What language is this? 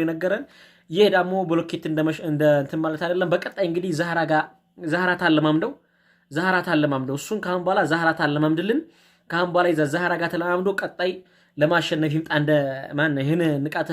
Amharic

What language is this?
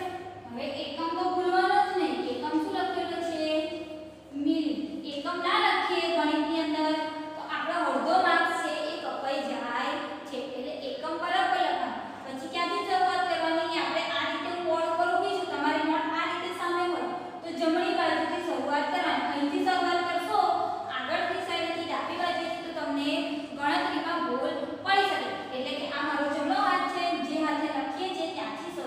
Gujarati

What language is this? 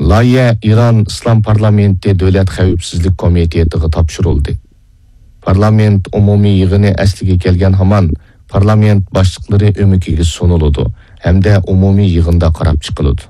Uyghur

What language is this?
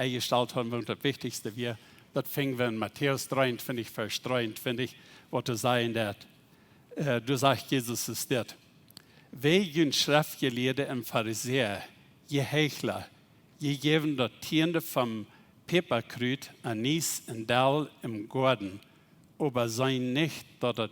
Plautdietsch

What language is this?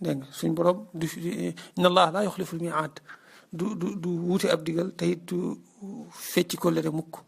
Wolof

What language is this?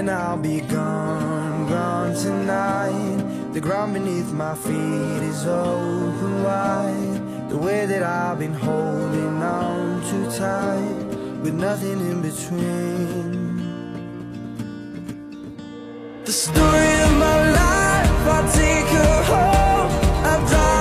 English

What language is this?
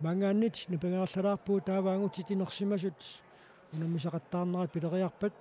Kalaallisut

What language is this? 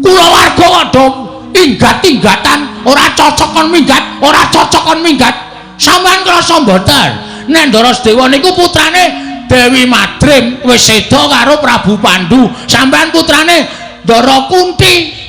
Javanese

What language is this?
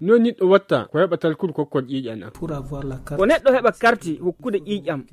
Nigerian Fulfulde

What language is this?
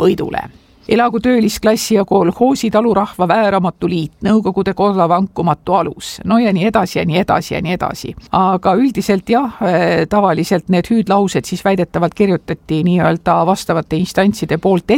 Estonian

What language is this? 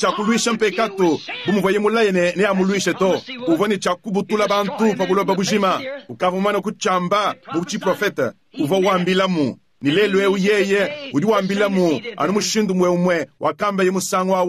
Luba-Lulua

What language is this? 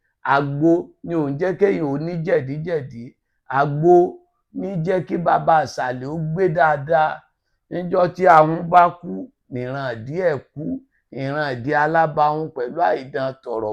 Yoruba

